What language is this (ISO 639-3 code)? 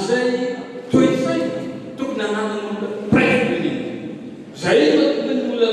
mlg